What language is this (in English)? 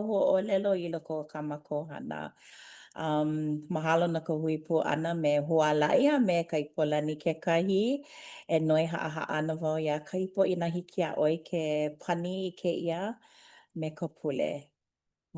Hawaiian